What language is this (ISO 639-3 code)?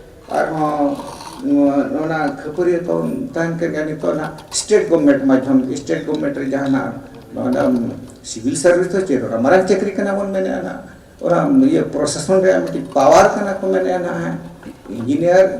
sat